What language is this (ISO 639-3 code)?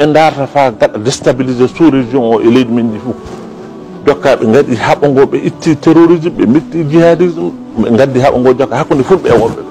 ful